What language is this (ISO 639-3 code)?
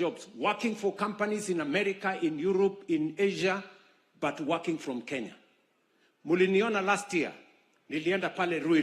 guz